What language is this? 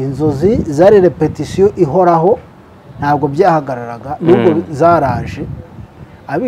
Kinyarwanda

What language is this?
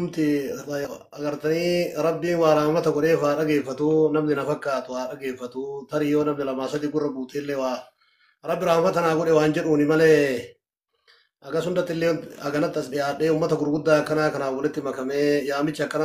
Oromo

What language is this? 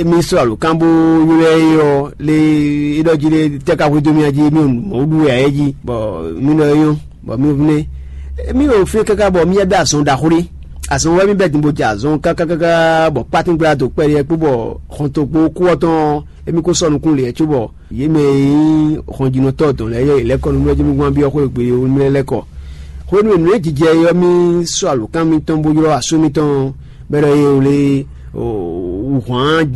Fon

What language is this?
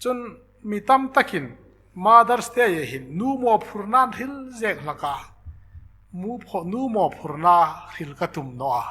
Hmar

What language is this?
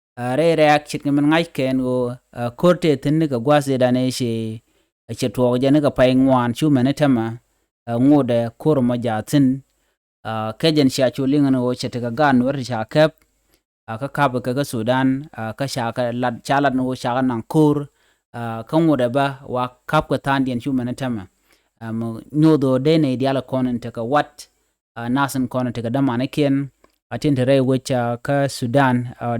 Nuer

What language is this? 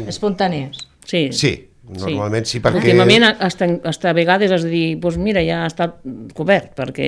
Catalan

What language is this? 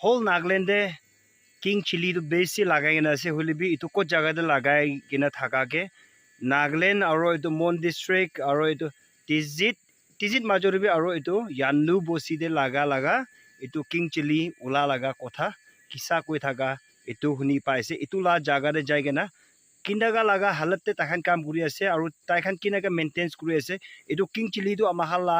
Naga Pidgin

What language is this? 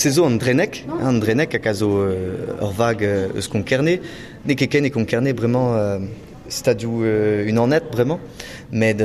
Breton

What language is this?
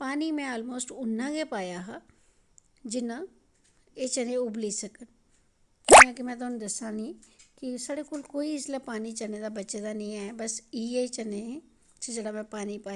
Dogri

